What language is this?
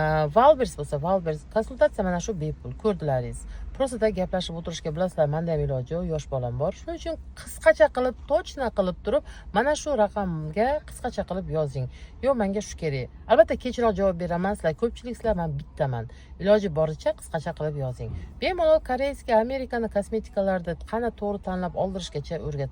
Uzbek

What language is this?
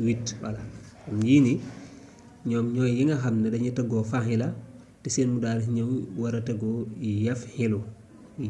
Wolof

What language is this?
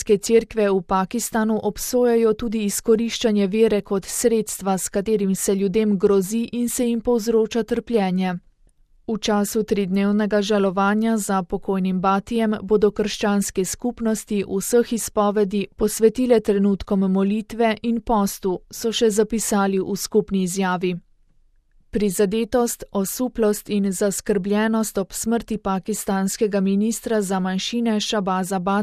Slovenian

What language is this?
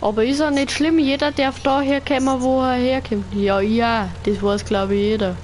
Bavarian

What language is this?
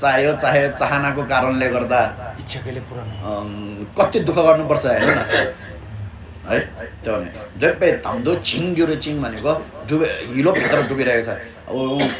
Nepali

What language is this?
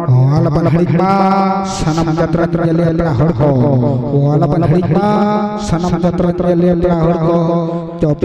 Santali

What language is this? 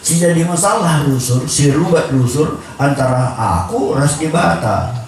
Batak Karo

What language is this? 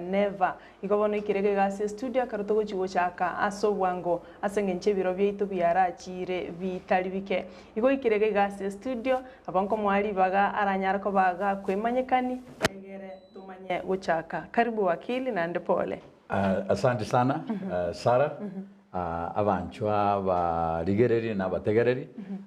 Gusii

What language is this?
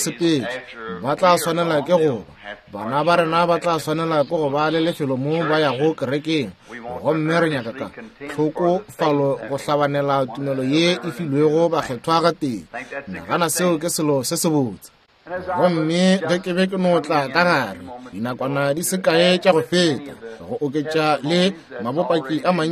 Northern Sotho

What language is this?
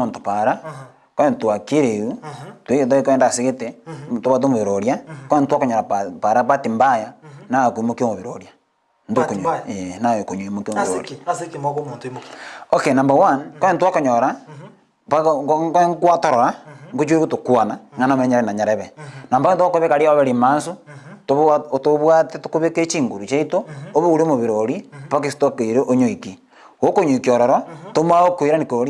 Gusii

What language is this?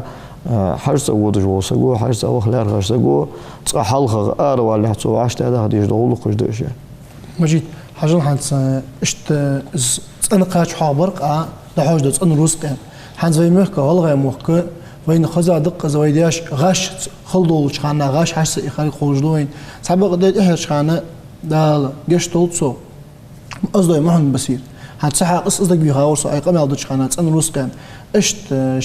Ingush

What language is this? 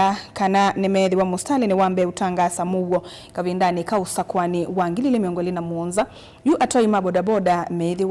Kamba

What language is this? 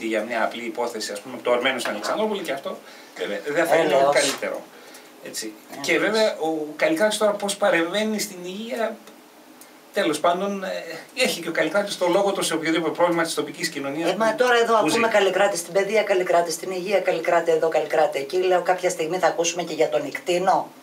Greek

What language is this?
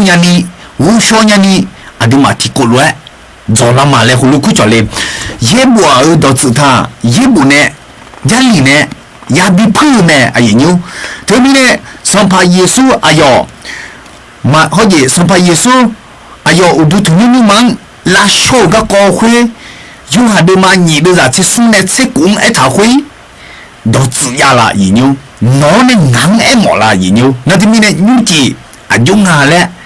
Akha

